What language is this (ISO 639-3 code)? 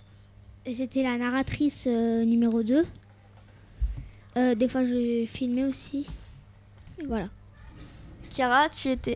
fra